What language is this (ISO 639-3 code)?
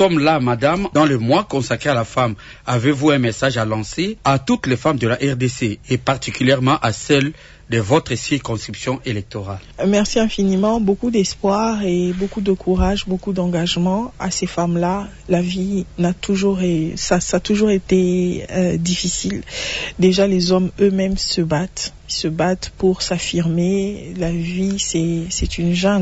fra